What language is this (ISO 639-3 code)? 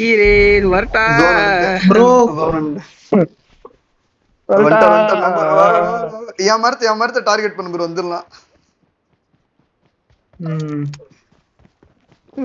tam